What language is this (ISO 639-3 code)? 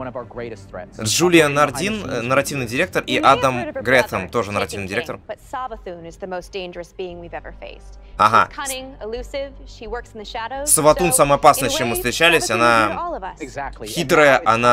rus